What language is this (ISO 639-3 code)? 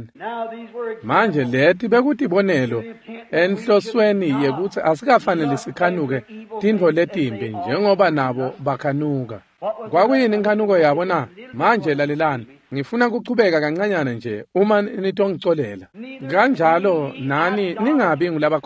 ssw